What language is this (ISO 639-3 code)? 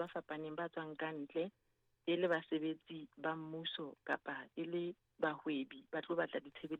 sot